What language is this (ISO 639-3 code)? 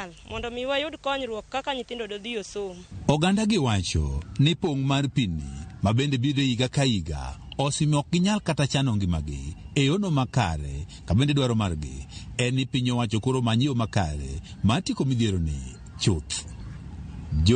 luo